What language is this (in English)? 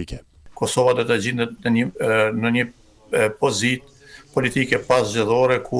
Albanian